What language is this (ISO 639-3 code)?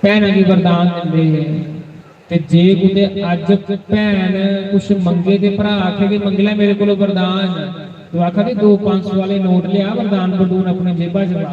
doi